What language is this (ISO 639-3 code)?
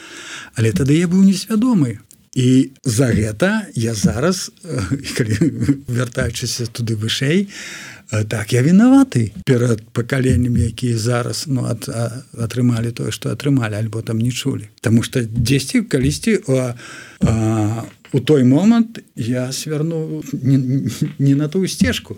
bel